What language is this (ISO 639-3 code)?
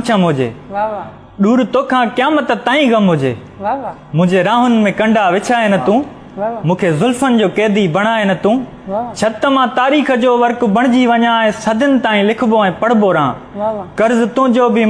snd